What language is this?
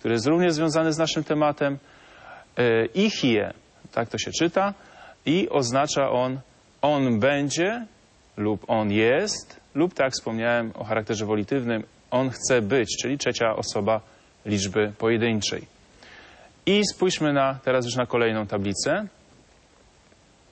Polish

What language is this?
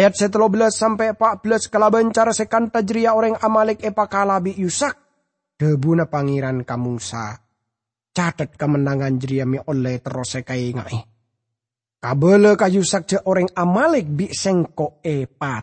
Madurese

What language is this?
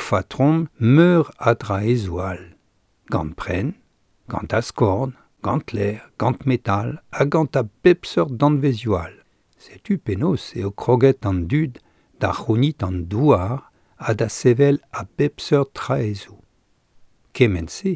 Breton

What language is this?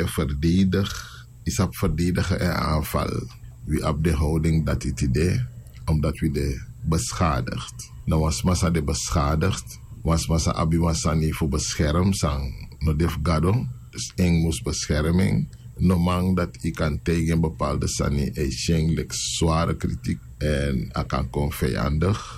Sranan Tongo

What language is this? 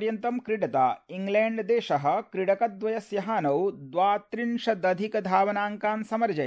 Sanskrit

